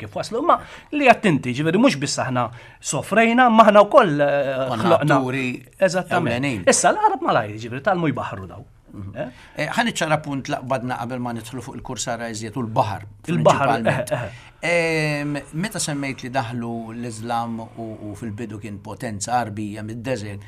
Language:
Maltese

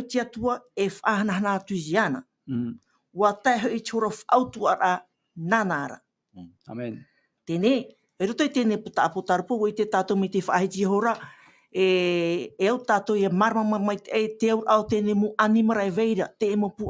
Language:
Tahitian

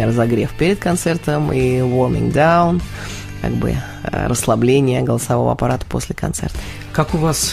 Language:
Russian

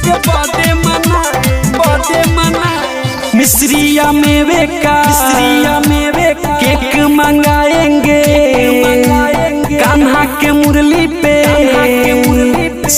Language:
Bhojpuri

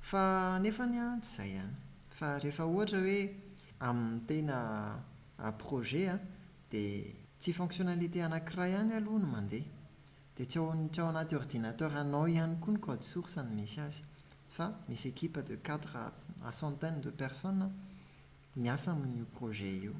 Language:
Malagasy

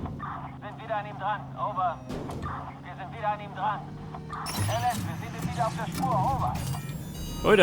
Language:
Bavarian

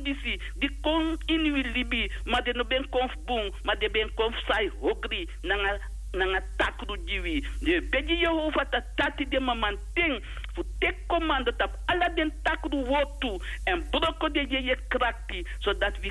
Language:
Sranan Tongo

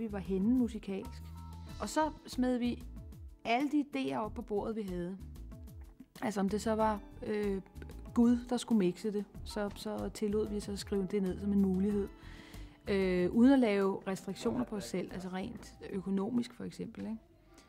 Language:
Danish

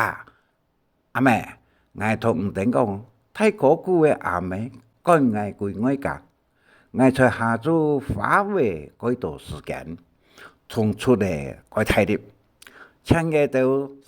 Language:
Hakka Chinese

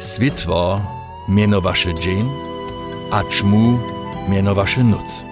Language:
Upper Sorbian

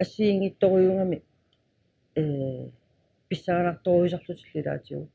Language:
Kalaallisut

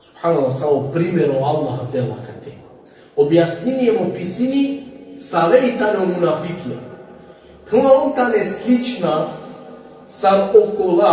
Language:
Balkan Romani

